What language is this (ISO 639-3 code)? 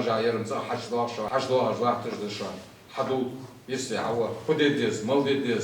inh